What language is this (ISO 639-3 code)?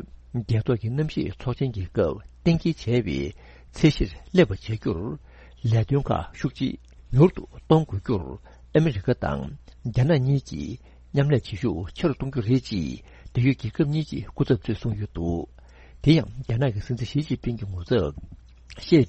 bod